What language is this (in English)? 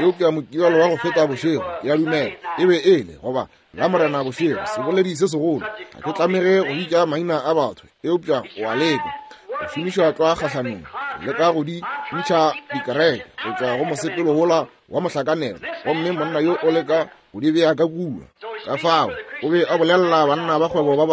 Northern Sotho